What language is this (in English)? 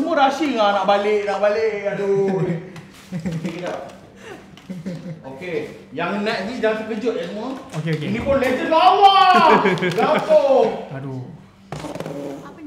Malay